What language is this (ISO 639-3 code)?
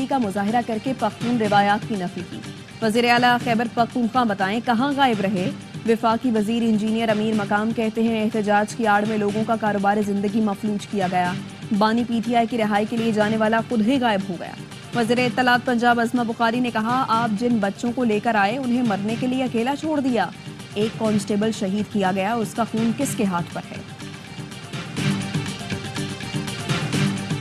urd